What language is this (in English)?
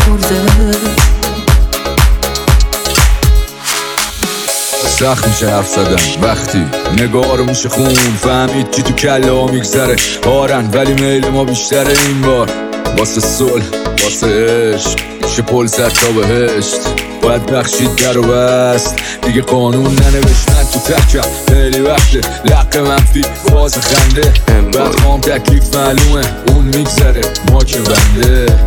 Persian